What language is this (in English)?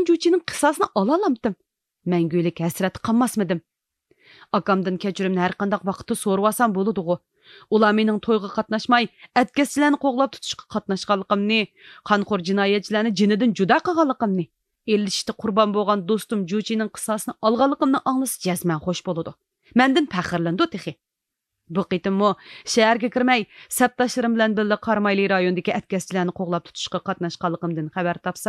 Uyghur